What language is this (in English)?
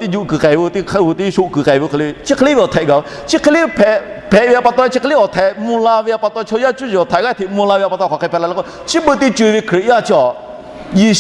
Lahu